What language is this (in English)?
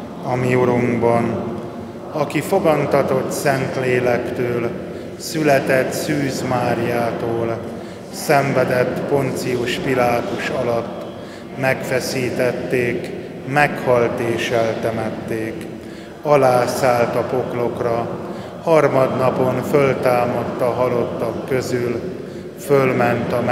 Hungarian